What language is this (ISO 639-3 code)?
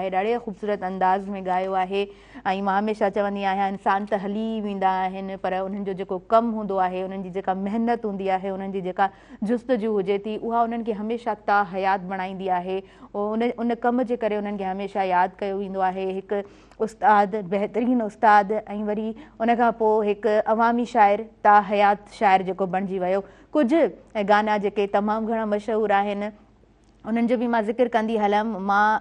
snd